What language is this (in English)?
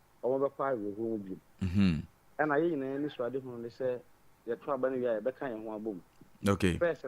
Akan